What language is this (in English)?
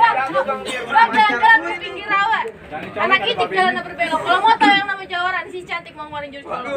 Betawi